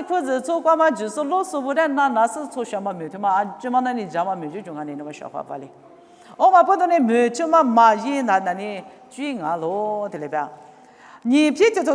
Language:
Lisu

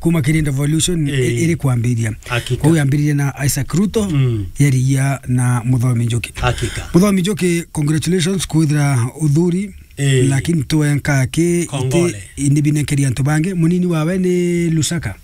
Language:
Meru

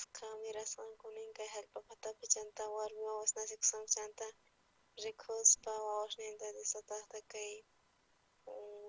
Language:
South Bolivian Quechua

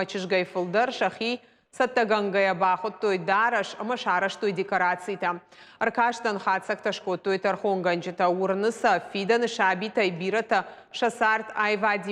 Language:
Ossetic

